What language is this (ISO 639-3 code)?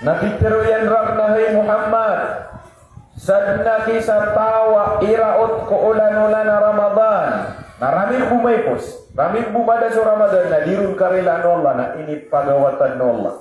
mrw